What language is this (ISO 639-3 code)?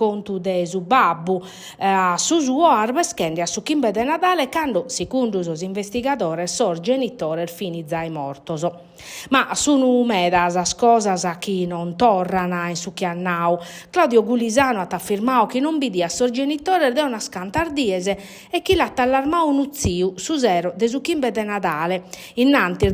srd